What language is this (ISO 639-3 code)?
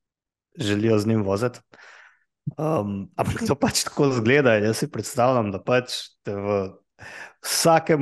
slv